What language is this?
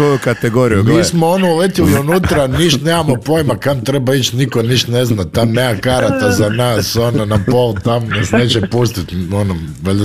Croatian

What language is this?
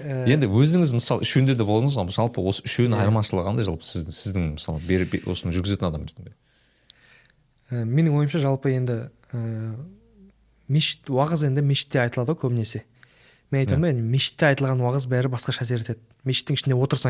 Kazakh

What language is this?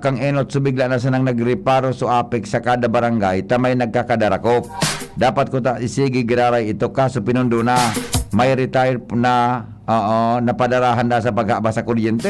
Bikol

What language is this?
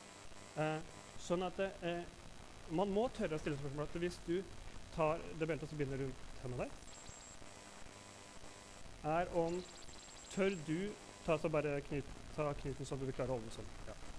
Norwegian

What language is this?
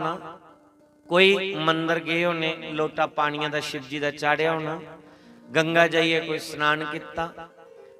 Dogri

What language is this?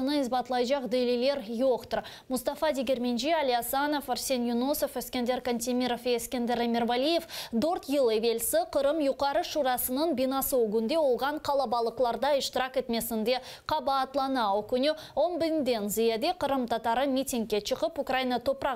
Crimean Tatar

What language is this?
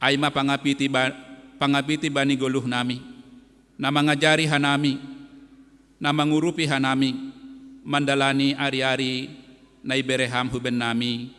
Batak Simalungun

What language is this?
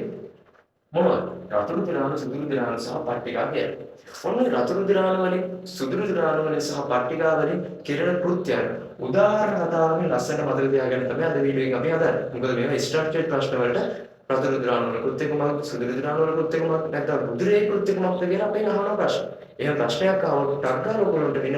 Sinhala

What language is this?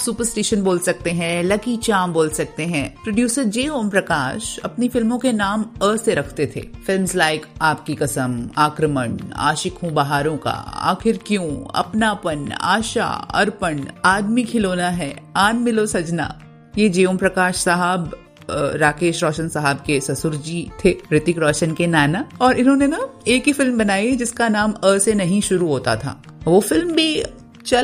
Hindi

